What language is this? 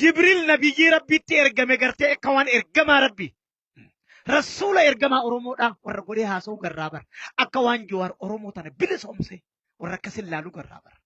Oromo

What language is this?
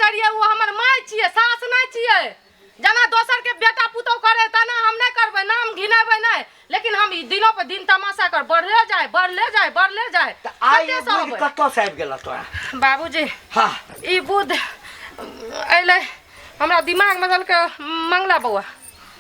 Maithili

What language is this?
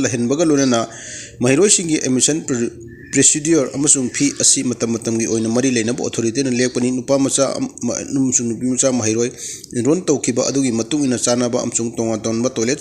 Manipuri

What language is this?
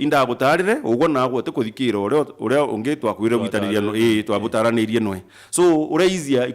Meru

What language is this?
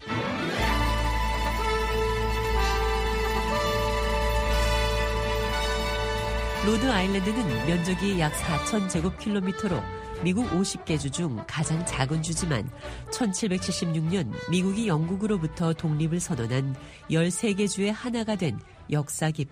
Korean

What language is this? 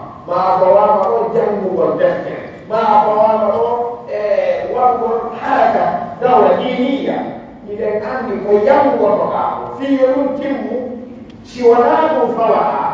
Pular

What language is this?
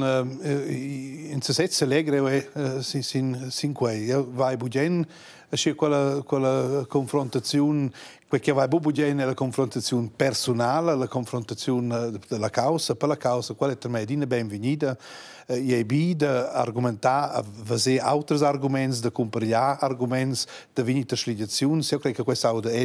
Romansh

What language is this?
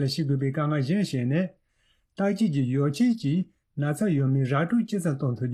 Tibetan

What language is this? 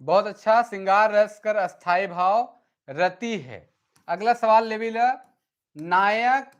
Sadri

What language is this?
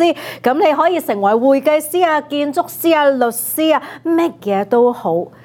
Cantonese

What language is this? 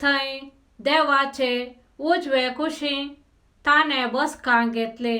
Konkani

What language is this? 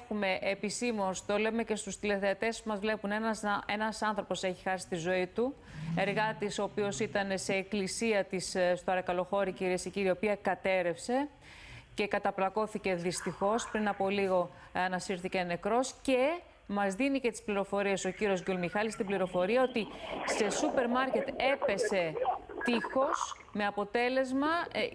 Greek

